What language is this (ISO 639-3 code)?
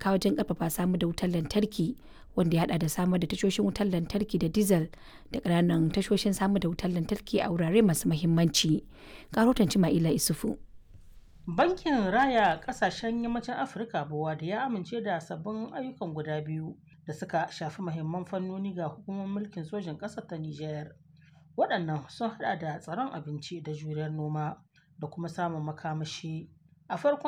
hau